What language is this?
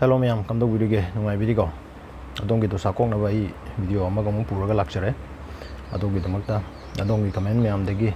Manipuri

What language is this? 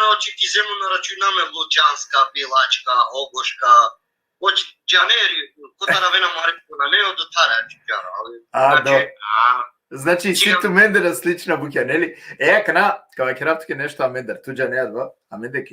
Balkan Romani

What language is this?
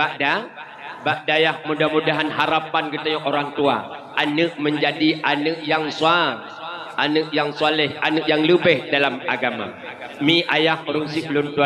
Achinese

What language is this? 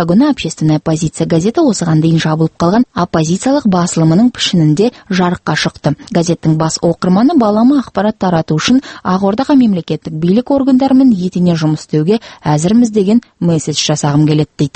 Kazakh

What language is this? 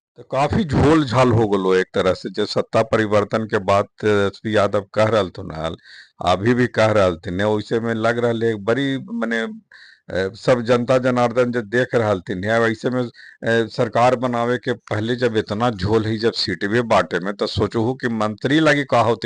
Magahi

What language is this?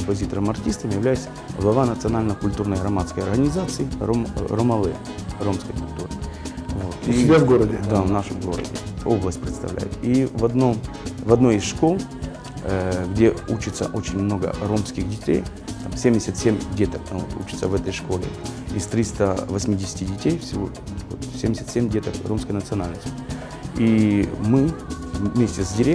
Russian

